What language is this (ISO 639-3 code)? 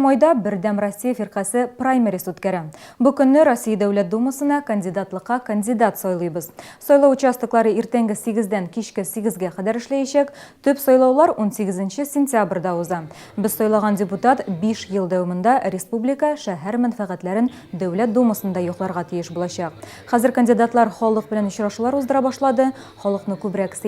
tat